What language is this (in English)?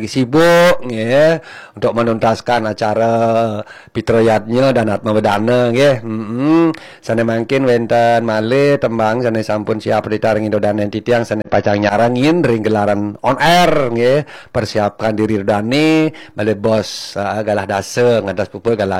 Balinese